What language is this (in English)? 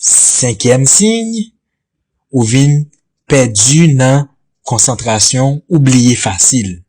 Haitian Creole